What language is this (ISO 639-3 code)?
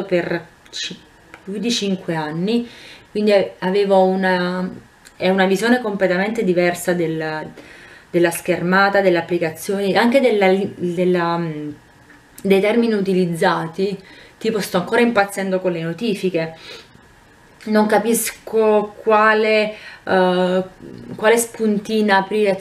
ita